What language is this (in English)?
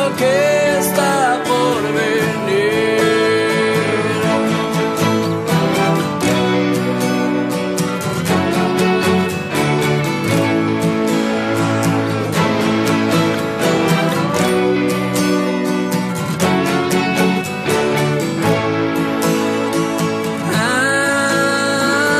Spanish